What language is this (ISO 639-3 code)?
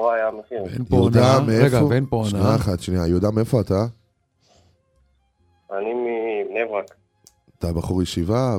heb